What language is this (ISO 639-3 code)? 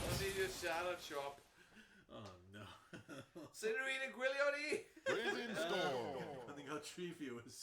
cym